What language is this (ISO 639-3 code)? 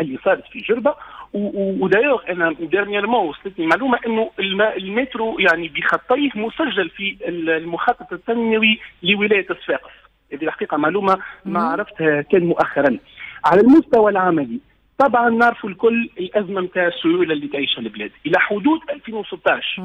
aeb